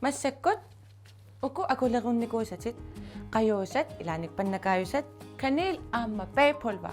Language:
Kalaallisut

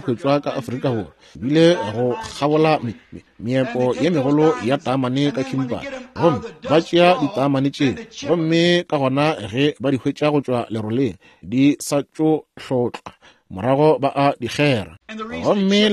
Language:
Northern Sotho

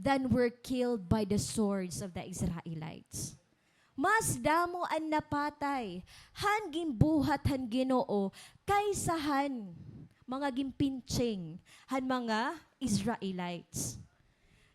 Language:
Waray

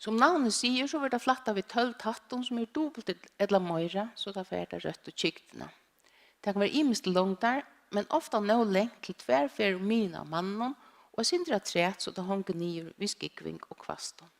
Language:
Faroese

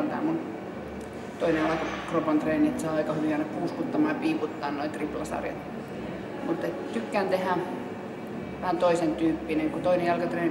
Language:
Finnish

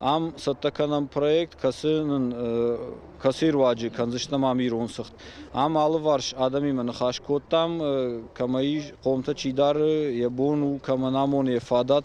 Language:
Ossetic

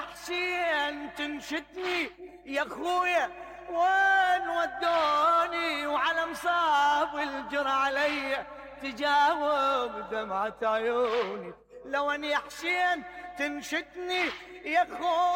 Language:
Mesopotamian Arabic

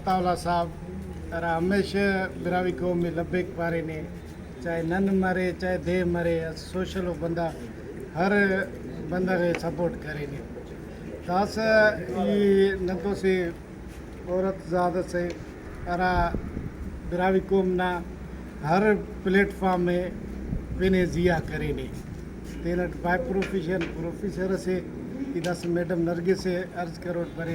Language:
Brahui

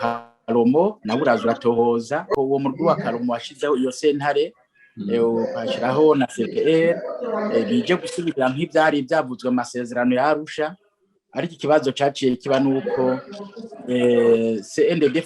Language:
Rundi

